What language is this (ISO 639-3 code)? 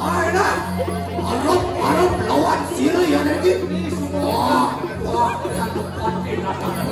ban